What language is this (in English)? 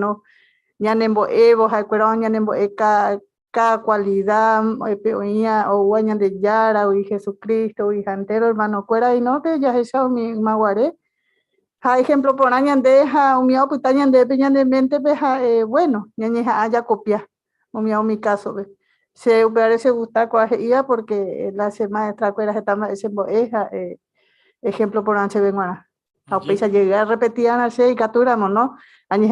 Guarani